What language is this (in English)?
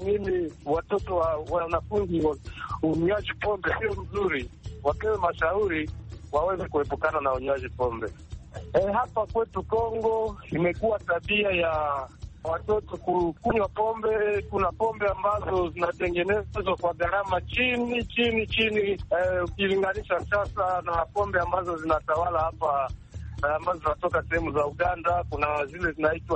Swahili